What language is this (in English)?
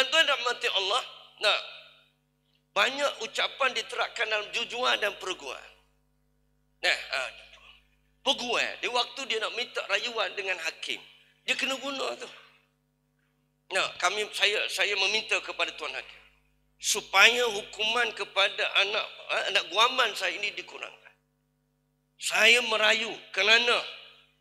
Malay